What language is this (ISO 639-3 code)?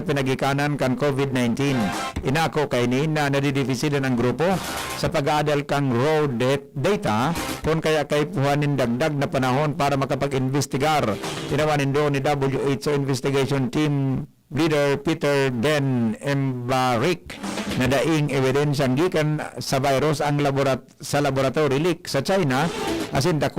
bik